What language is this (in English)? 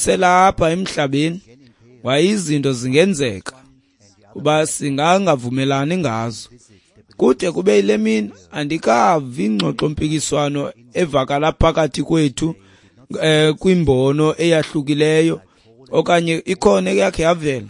Xhosa